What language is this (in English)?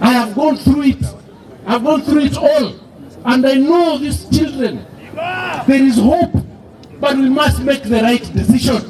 Gusii